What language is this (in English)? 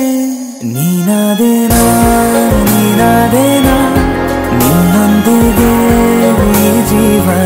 Kannada